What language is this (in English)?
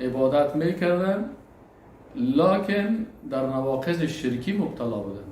Persian